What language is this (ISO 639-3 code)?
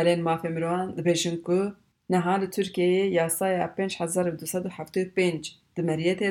kur